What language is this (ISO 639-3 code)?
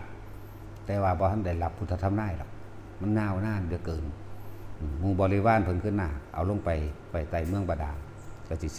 tts